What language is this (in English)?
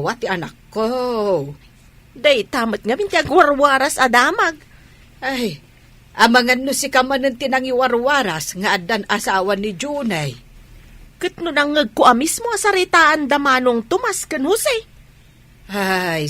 Iloko